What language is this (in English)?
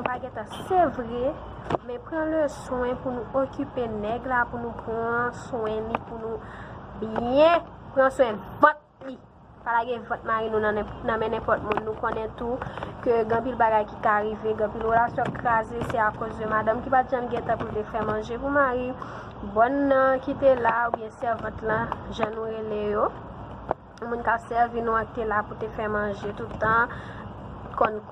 Haitian Creole